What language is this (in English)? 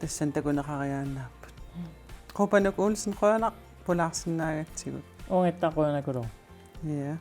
Kalaallisut